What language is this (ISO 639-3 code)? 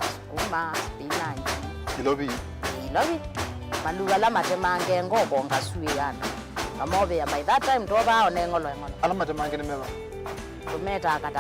kam